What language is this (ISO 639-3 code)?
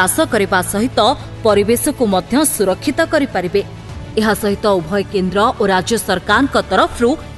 ori